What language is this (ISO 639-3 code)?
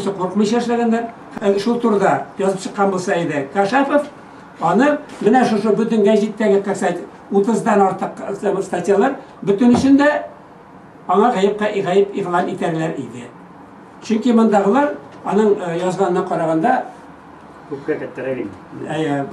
tat